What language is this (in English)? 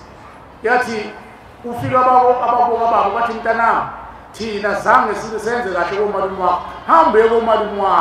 Zulu